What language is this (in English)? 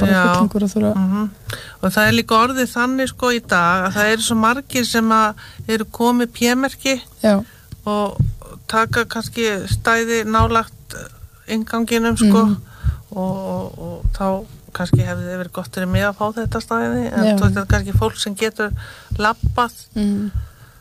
Icelandic